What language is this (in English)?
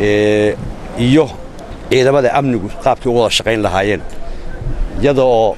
Somali